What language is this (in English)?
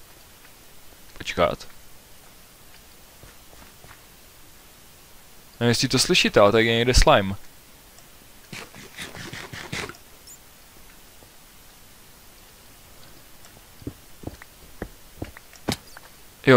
Czech